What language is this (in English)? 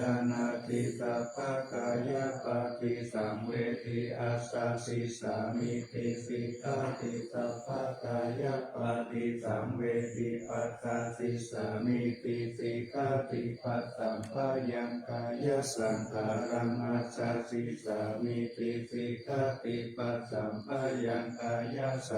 Pali